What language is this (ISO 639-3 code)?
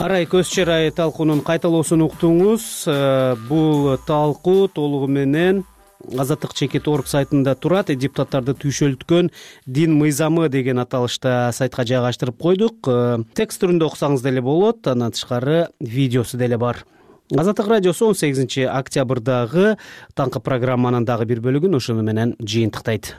kir